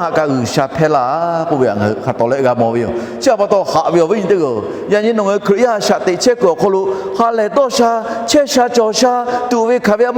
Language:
Lahu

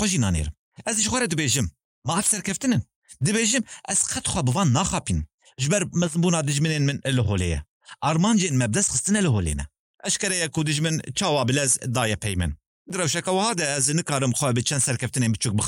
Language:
Kurdish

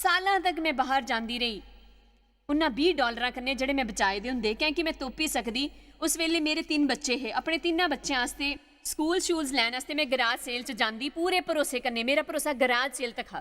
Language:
Dogri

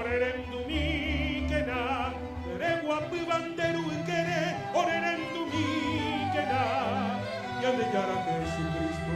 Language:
Guarani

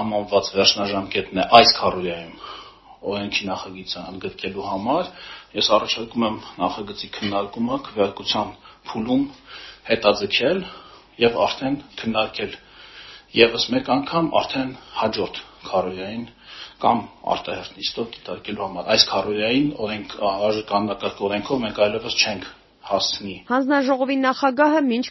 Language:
Armenian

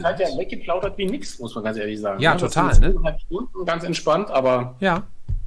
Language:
German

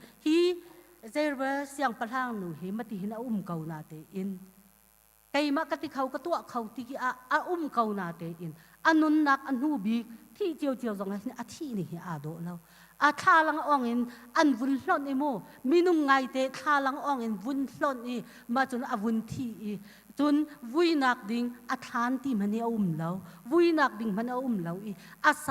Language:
Hakha Chin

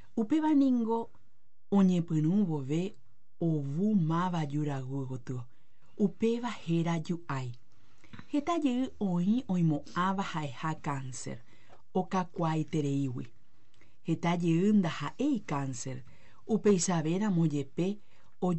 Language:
Guarani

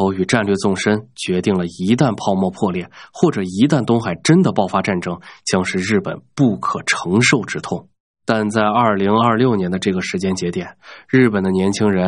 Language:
Chinese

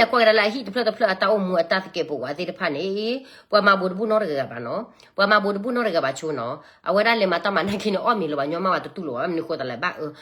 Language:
S'gaw Karen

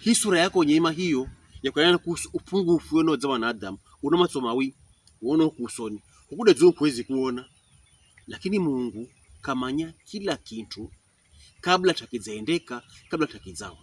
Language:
Pokomo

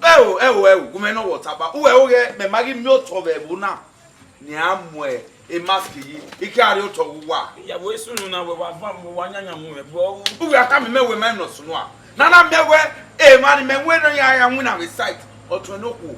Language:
Bini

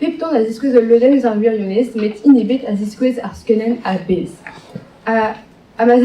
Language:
Breton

